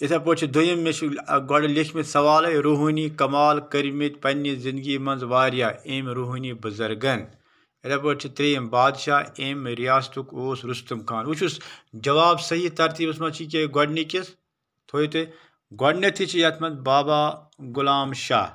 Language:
Kashmiri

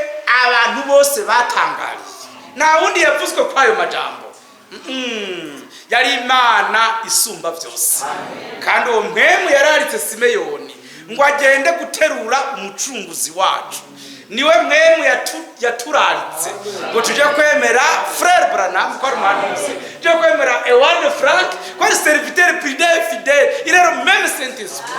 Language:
Rundi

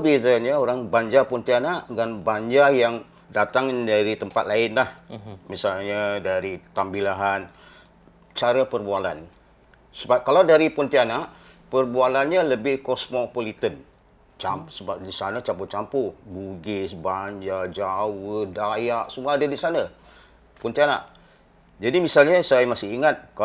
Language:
Banjar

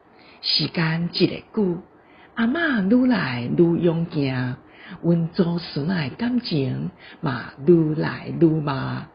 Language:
Min Nan Chinese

